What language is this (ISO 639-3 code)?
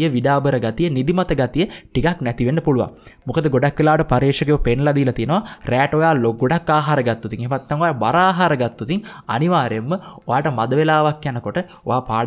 sin